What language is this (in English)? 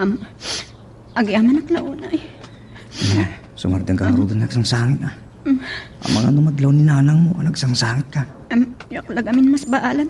Iloko